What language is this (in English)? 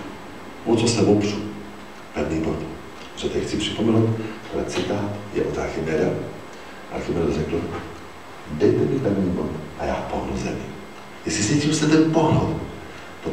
Czech